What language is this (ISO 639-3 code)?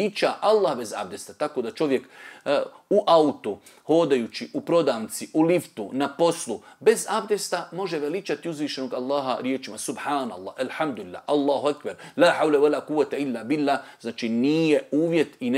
bos